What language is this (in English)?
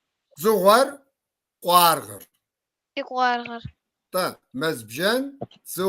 Kabardian